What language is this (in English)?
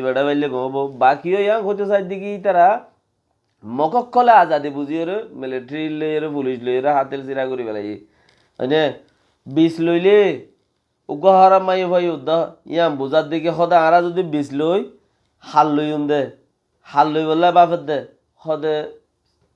Rohingya